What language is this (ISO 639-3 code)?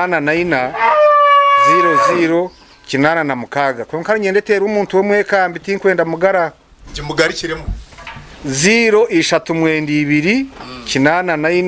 nyn